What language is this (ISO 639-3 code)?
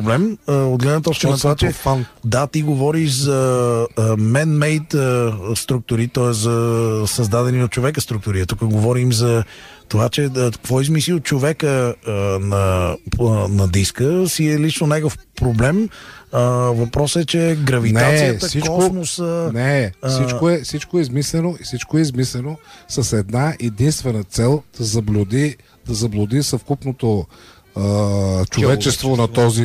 bul